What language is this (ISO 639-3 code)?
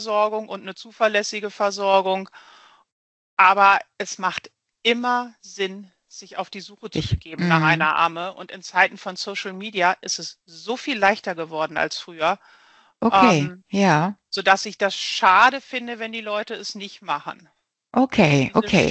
deu